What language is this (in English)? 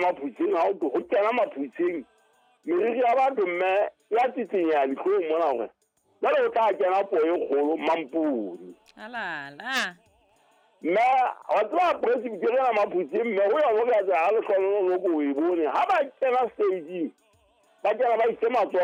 Southern Sotho